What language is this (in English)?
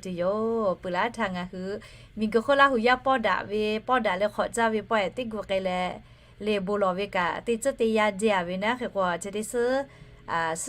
Lahu